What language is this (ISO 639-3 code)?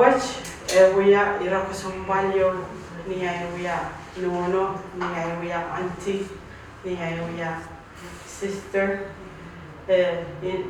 pon